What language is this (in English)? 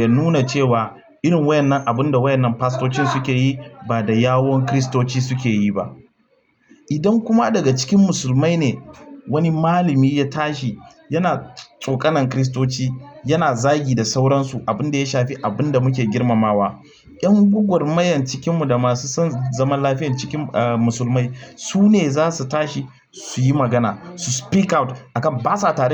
Hausa